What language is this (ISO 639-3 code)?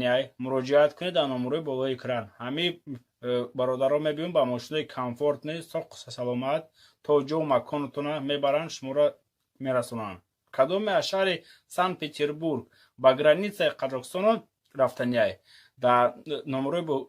tgk